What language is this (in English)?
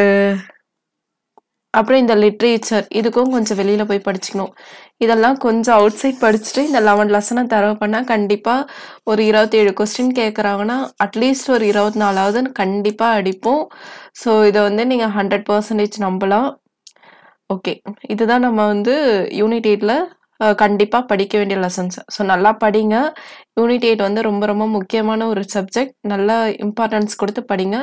Tamil